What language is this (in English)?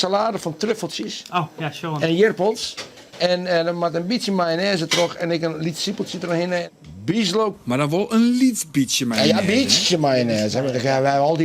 Western Frisian